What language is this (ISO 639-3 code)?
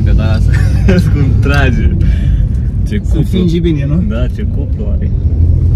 ron